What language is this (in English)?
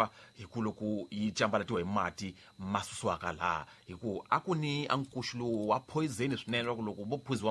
Tsonga